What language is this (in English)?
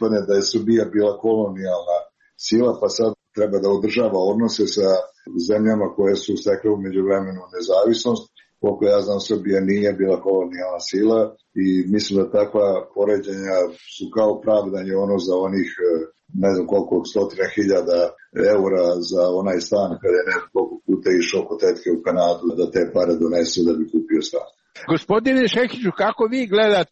Serbian